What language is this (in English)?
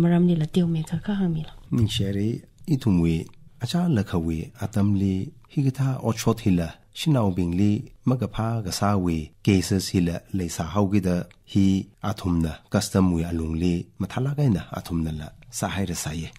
Tangkhul Naga (India)